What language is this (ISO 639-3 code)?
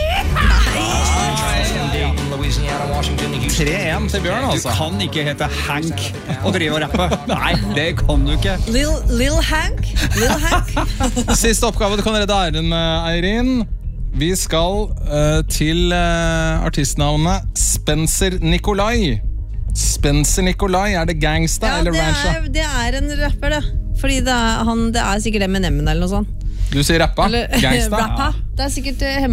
nor